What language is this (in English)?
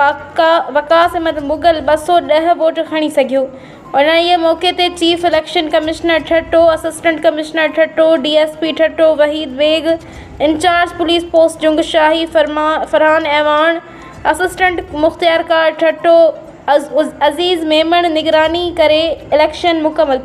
Sindhi